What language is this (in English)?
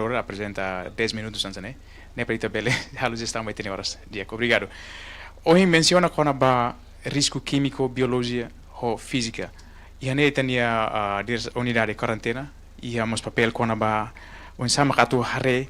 Tetum